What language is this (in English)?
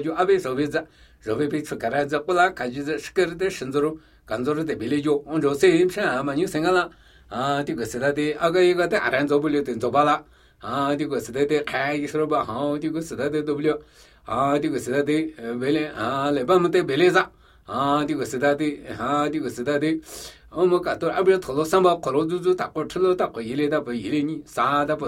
Latvian